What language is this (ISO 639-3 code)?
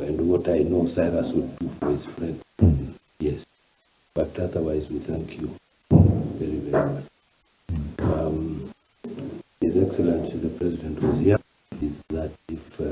guz